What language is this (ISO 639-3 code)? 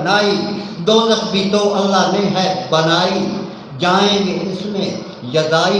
skr